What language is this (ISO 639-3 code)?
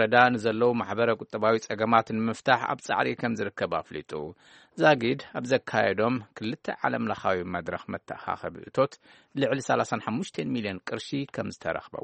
tir